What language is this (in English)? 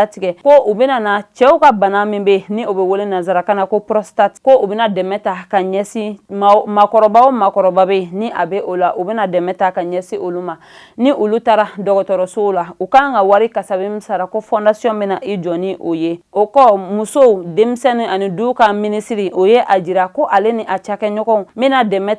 Bambara